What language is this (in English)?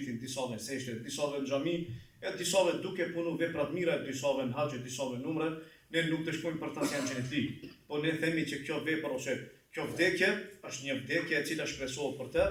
Albanian